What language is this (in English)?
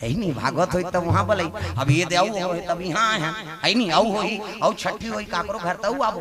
Chhattisgarhi